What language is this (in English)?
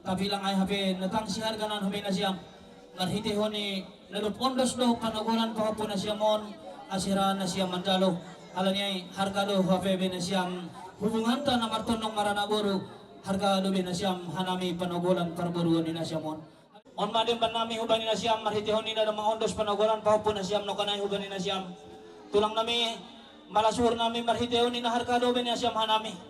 Batak Simalungun